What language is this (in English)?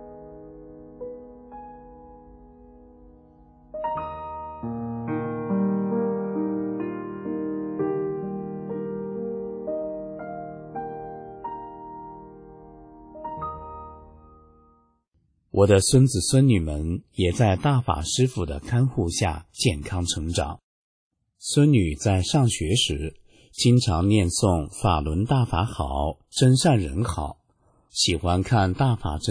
Chinese